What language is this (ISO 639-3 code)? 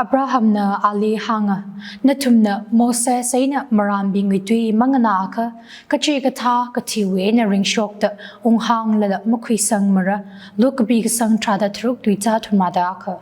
nmf